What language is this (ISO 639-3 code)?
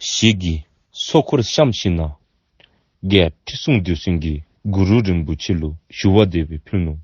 dzo